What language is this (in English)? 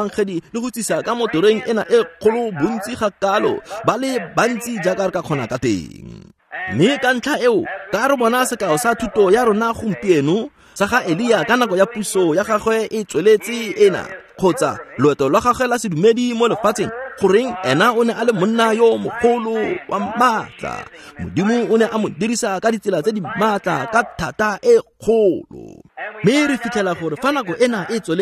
Tswana